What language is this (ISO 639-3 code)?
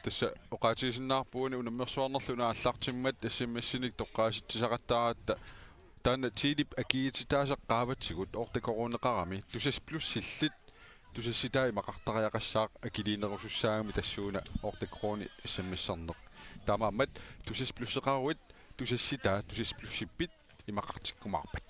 kal